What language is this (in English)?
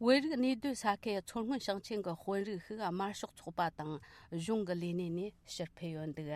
Tibetan